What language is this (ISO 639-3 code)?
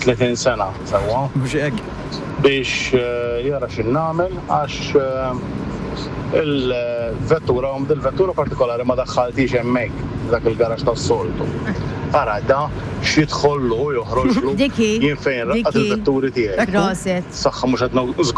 mlt